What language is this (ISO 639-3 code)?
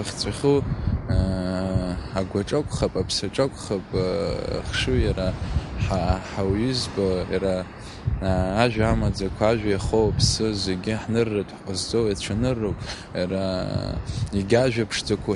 abk